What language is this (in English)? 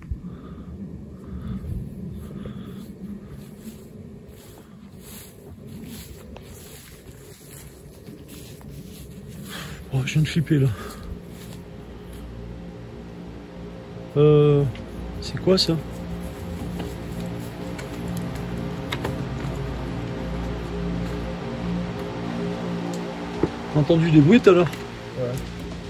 French